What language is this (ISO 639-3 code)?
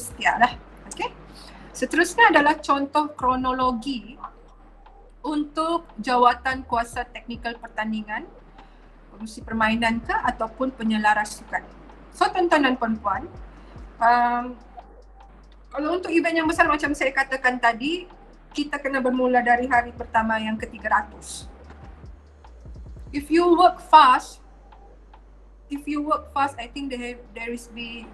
msa